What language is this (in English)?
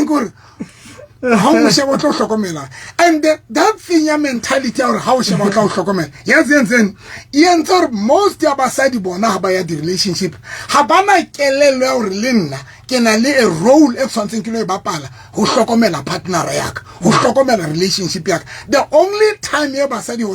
Southern Sotho